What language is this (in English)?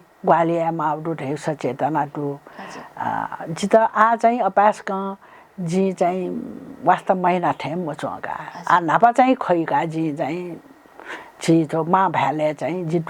Newari